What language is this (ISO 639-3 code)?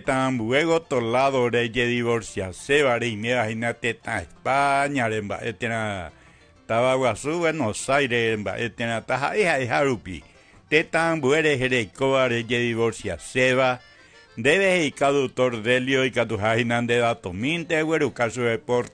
grn